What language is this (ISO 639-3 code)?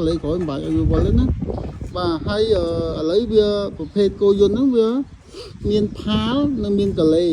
khm